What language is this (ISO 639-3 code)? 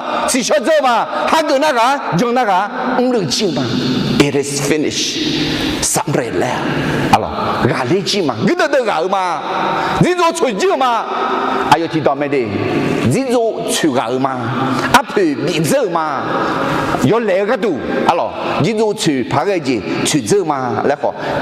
ahk